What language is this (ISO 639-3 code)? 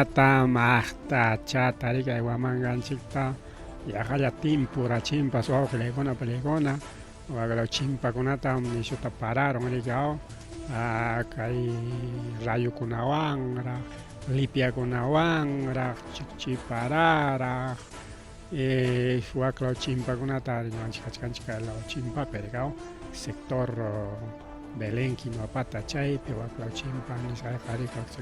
quy